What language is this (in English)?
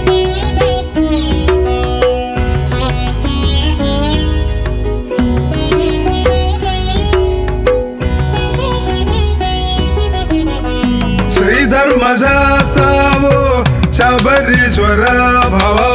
Malayalam